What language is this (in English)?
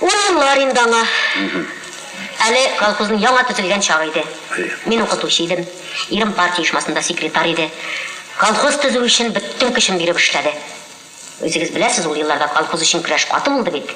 Tatar